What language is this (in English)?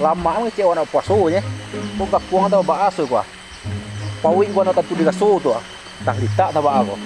Minangkabau